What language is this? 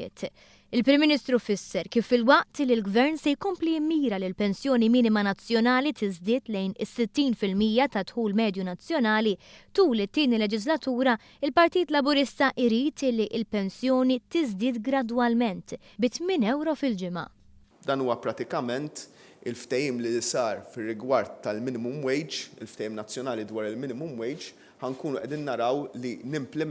Maltese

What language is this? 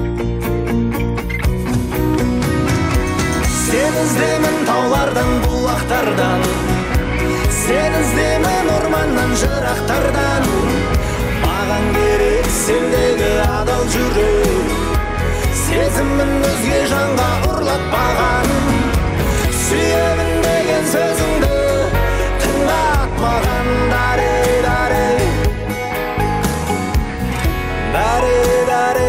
Kazakh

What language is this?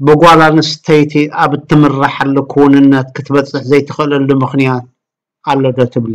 Tigrinya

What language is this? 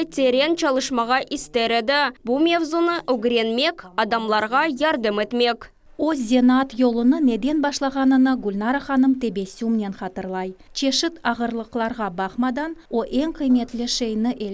Crimean Tatar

